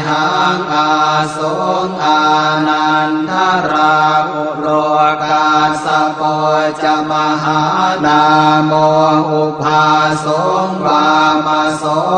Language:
Pali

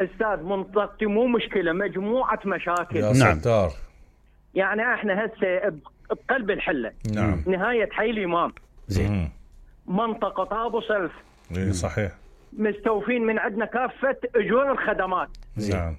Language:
Mesopotamian Arabic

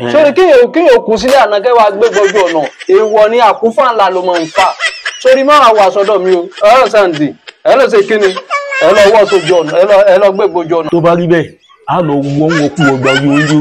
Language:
Yoruba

